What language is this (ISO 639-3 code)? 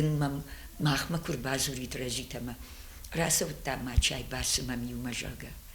oss